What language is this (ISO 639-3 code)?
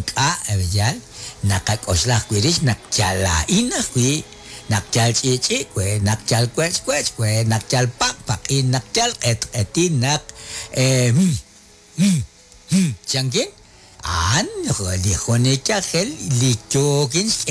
kek